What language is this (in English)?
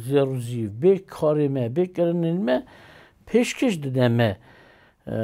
Kurdish